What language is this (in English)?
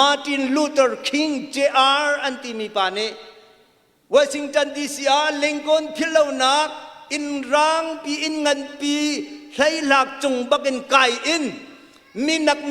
Hakha Chin